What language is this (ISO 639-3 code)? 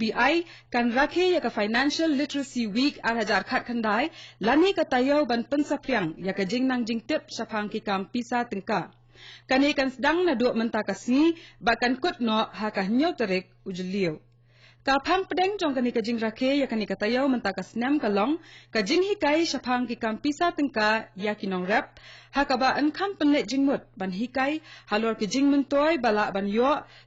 kha